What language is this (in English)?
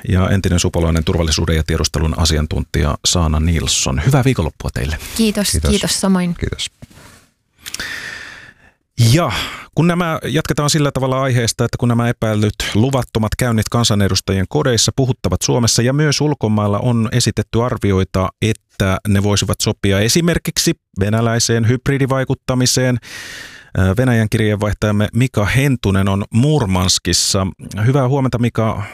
Finnish